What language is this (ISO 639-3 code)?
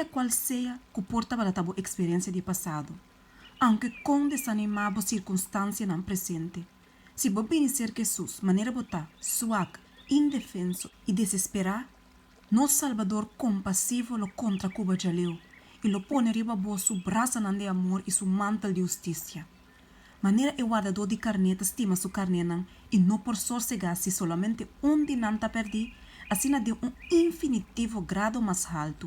pap